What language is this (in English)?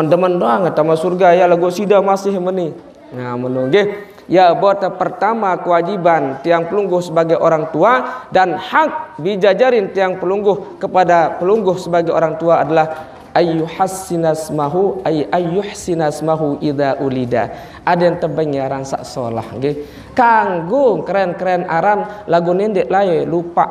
Sasak